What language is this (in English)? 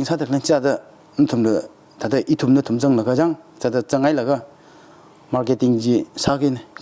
Tangkhul Naga (India)